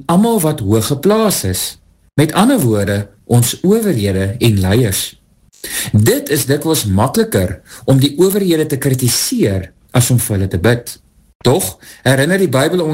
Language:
Afrikaans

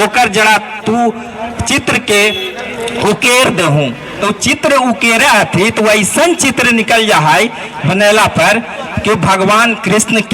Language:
Magahi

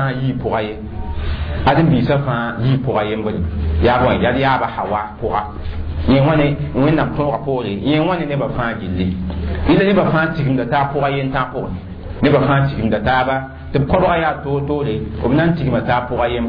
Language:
Mossi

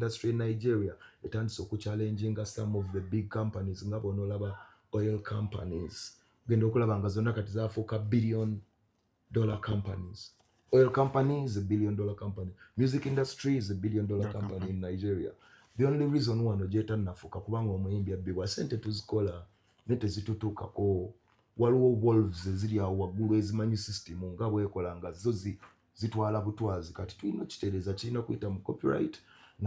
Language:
Ganda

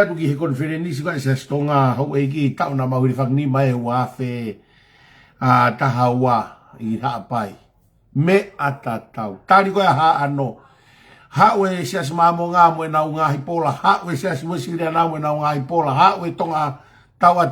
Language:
Tongan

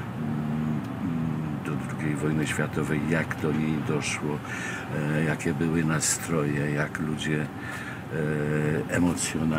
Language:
Polish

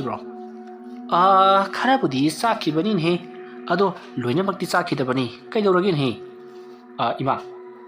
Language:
Manipuri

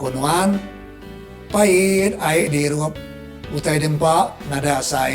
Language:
Iban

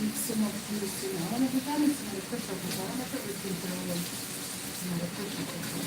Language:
Jamaican Creole English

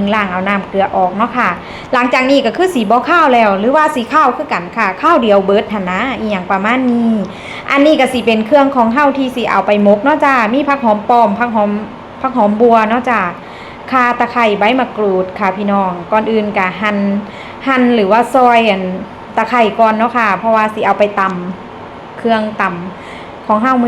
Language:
Northeastern Thai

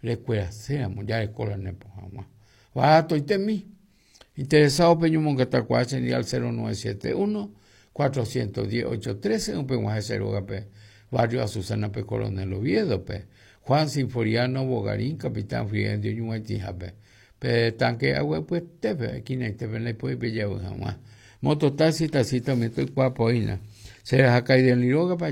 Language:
Guarani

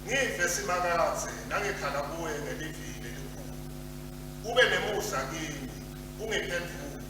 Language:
Swati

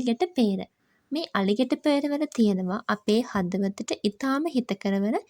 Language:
Sinhala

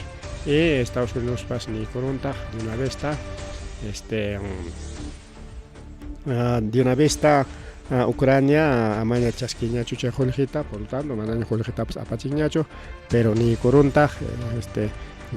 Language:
Ayacucho Quechua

